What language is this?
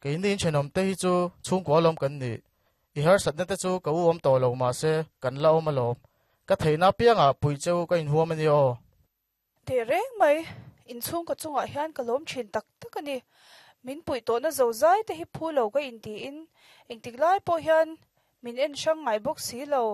Mizo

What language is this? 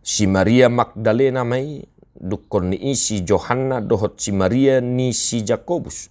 Batak Toba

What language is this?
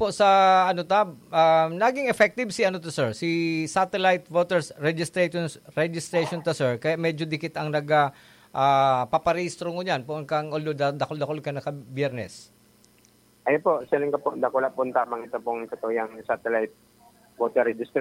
Bikol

